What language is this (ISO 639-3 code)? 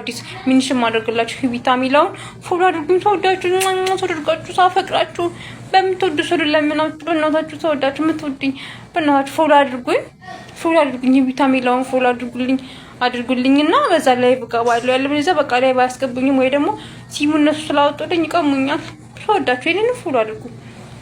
amh